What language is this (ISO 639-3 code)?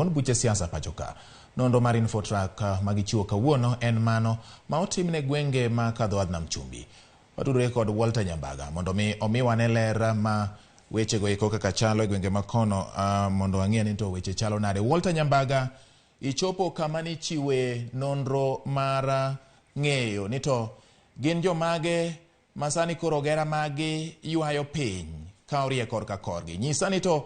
luo